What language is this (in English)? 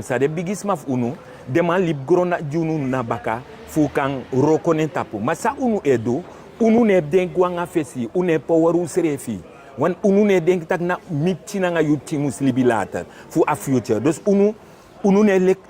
Sranan Tongo